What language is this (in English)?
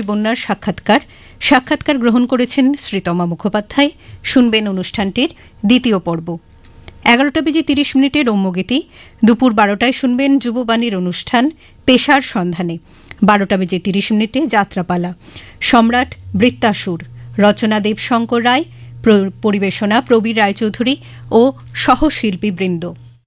Bangla